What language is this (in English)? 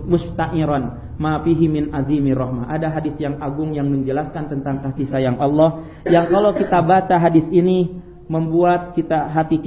Indonesian